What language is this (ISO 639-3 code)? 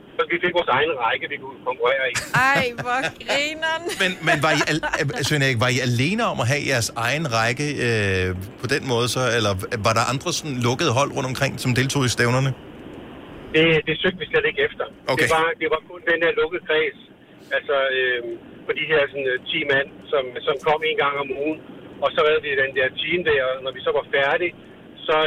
dan